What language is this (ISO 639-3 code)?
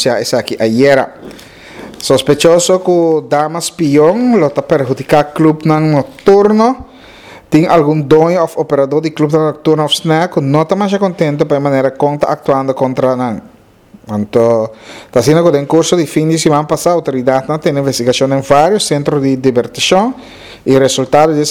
pap